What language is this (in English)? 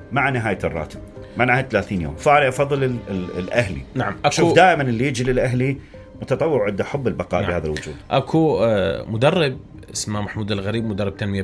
Mesopotamian Arabic